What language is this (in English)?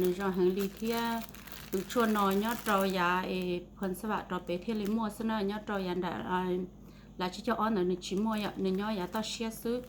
Hmong